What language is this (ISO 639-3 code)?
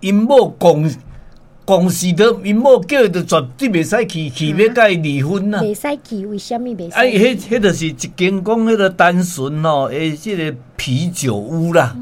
nan